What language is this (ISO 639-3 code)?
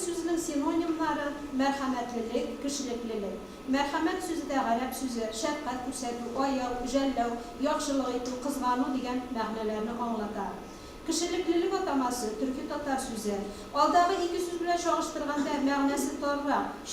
tat